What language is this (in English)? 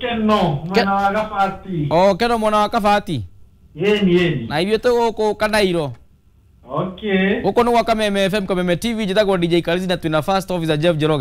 Kikuyu